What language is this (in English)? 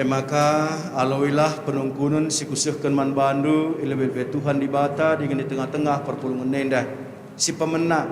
Batak Karo